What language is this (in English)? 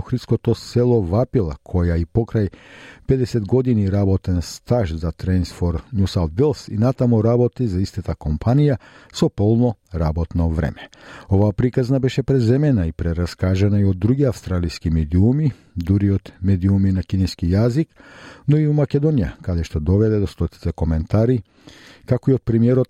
Macedonian